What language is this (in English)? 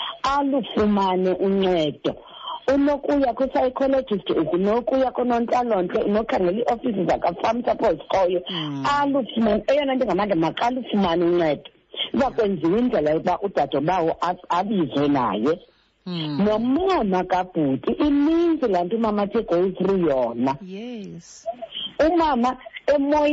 Xhosa